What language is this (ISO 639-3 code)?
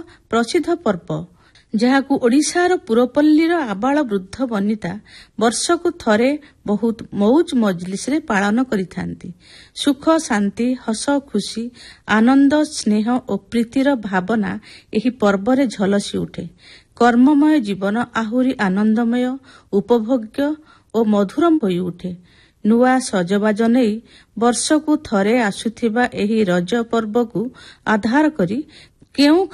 ori